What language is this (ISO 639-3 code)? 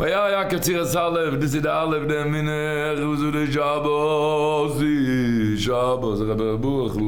yid